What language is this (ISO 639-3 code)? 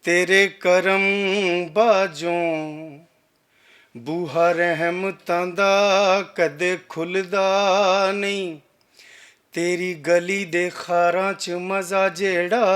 lah